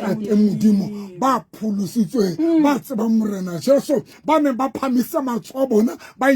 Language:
Southern Sotho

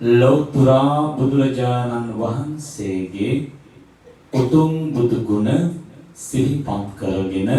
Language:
Sinhala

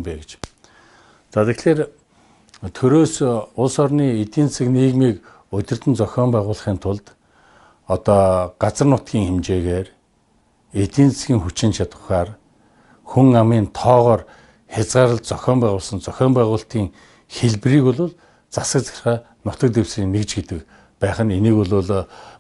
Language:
Mongolian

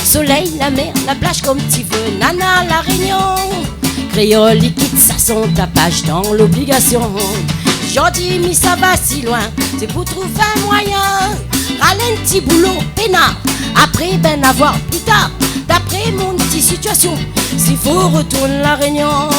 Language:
Réunion Creole French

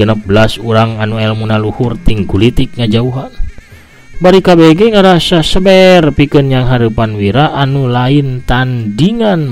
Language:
Sundanese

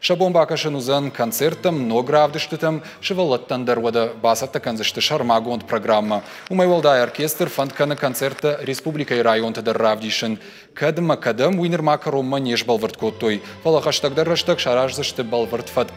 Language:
Ossetic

